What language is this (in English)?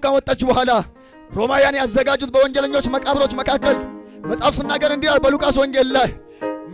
Amharic